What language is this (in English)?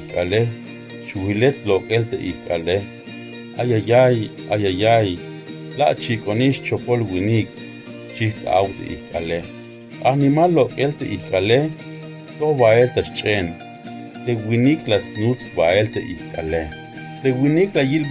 Tzeltal